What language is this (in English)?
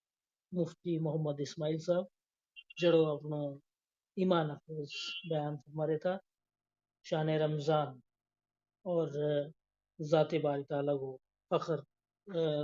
Gujari